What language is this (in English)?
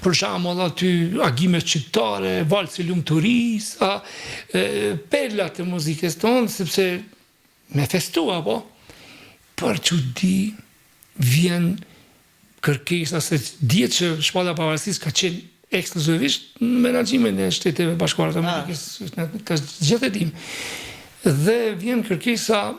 Albanian